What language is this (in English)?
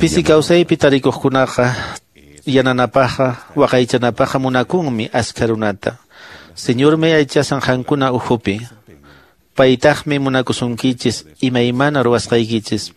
Quechua